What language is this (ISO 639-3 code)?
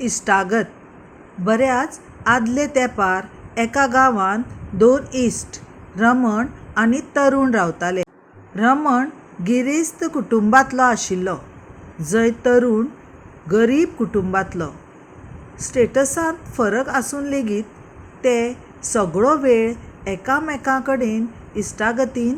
kok